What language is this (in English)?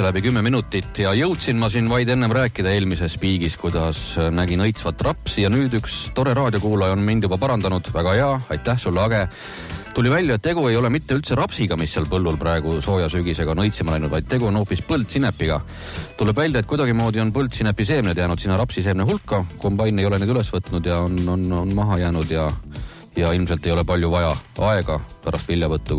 Estonian